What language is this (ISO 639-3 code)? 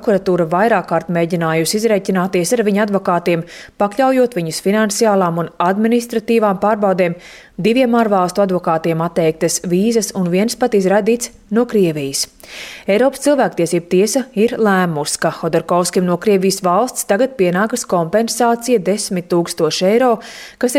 lav